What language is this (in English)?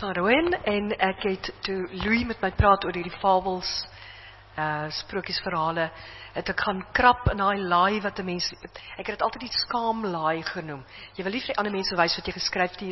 Afrikaans